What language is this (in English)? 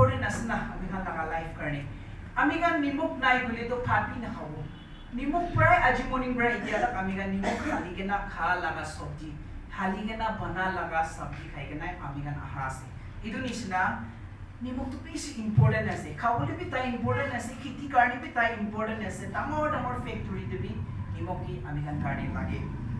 Naga Pidgin